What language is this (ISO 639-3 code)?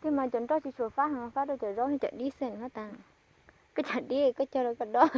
hmn